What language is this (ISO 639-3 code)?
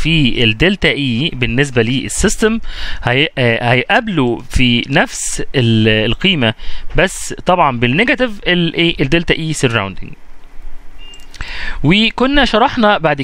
arz